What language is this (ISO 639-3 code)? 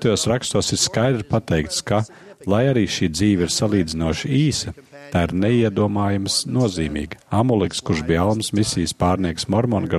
lav